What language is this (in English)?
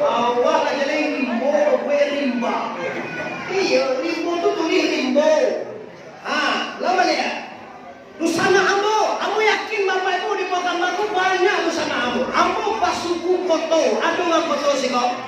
Minangkabau